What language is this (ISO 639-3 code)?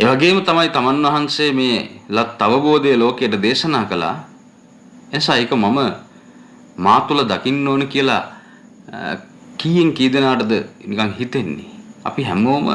sin